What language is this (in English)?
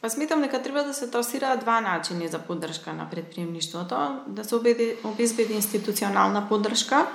Macedonian